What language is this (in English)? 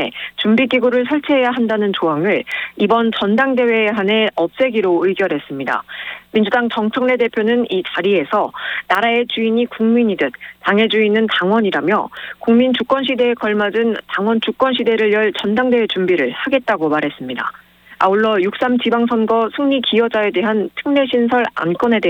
Korean